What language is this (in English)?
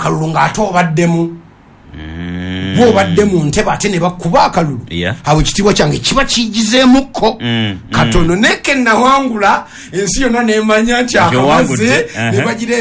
Ganda